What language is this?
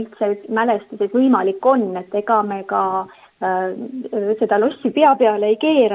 Estonian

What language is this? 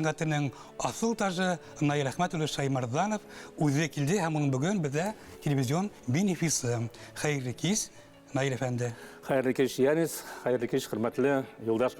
Bashkir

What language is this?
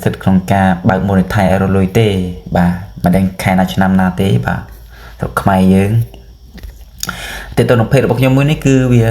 Khmer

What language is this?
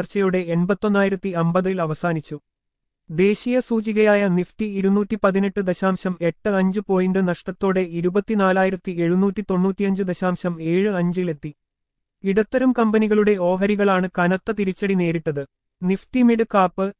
Malayalam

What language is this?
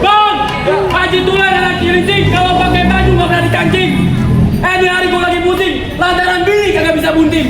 Betawi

